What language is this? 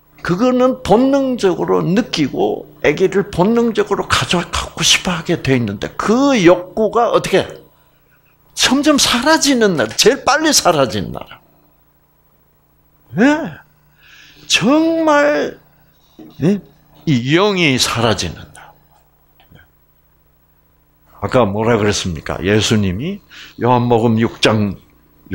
Korean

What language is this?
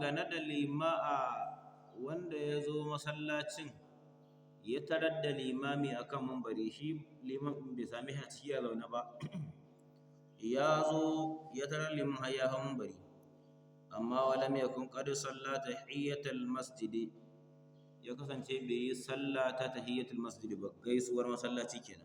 Hausa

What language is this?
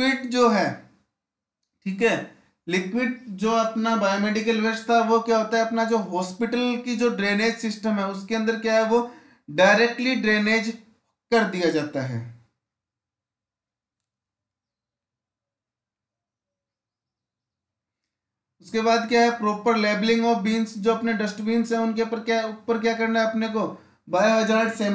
Hindi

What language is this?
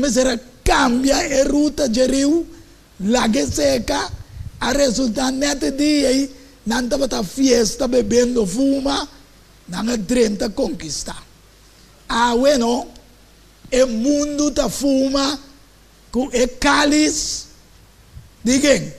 Papiamento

